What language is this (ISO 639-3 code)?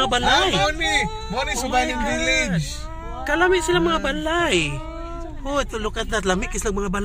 ceb